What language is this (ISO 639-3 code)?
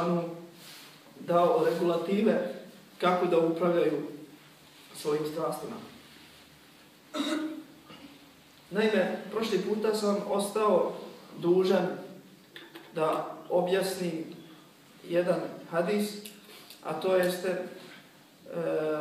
bos